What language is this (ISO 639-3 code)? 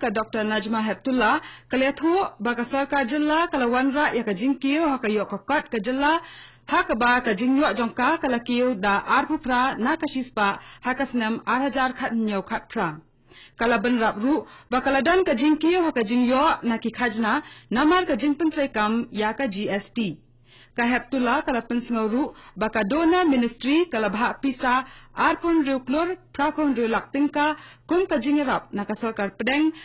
kha